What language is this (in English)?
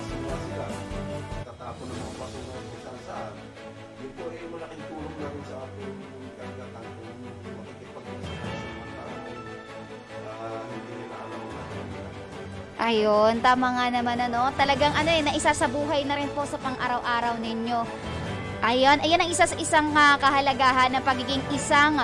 Filipino